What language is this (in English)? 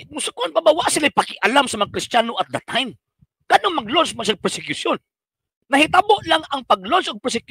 Cebuano